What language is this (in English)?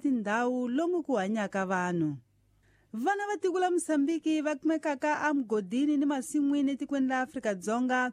Tsonga